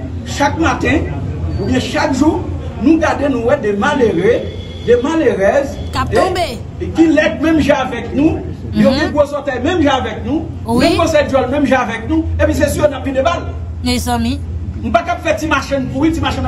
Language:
Haitian Creole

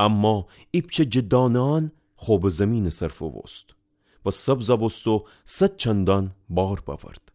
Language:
Gilaki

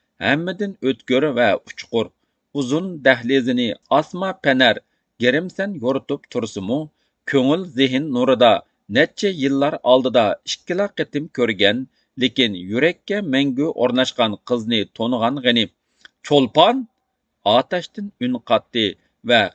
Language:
Uyghur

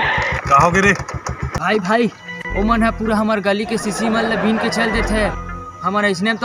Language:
Chhattisgarhi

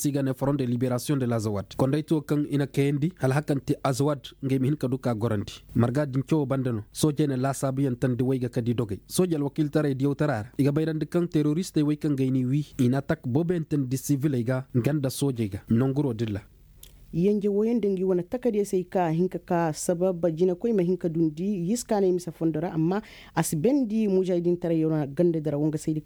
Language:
Koyraboro Senni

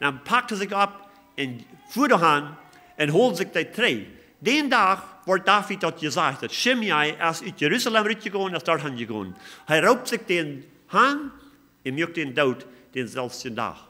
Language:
Plautdietsch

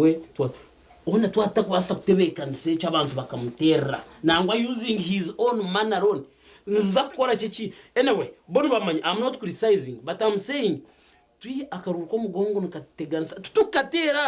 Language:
Nyankole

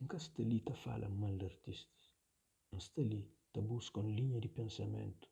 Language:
Kabuverdianu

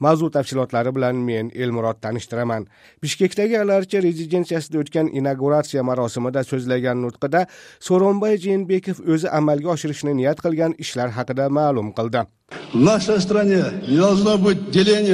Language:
Kyrgyz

